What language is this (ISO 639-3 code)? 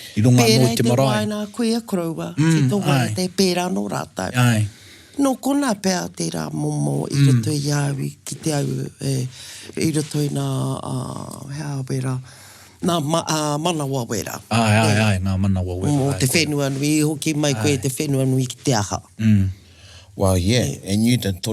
mri